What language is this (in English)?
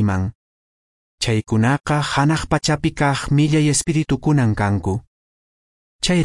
Quechua